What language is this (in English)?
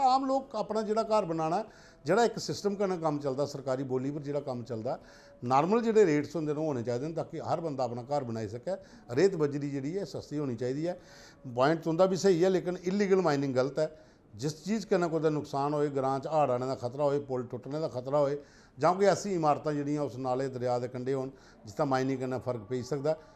Dogri